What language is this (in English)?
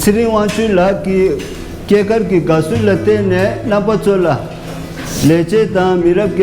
Tibetan